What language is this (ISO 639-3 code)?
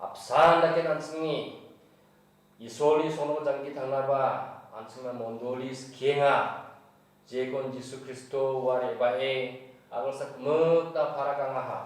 grt